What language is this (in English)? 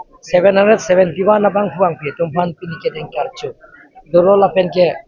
Karbi